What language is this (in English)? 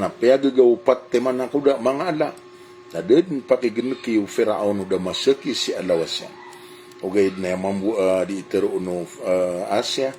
Maranao